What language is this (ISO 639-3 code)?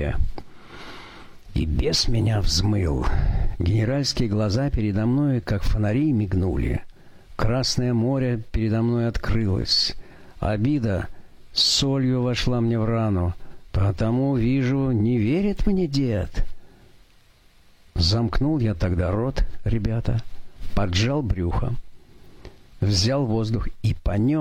rus